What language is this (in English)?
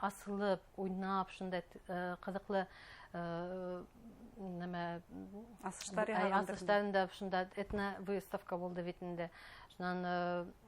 Bashkir